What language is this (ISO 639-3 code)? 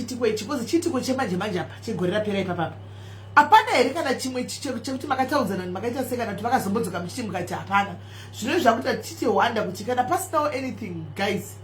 sna